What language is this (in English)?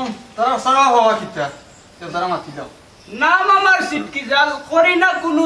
Sylheti